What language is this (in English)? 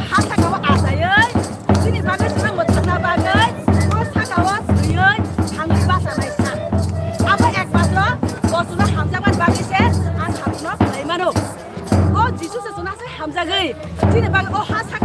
Kok Borok